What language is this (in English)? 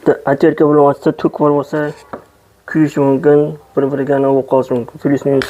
Uzbek